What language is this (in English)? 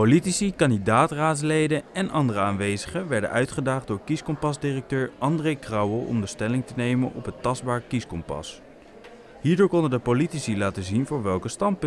Dutch